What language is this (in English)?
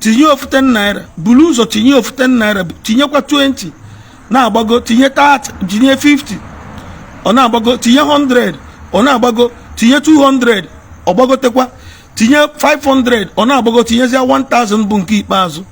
Igbo